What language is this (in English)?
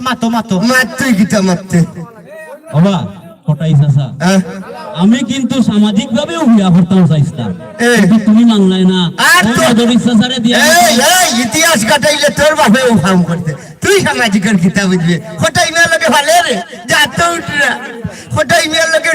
Sylheti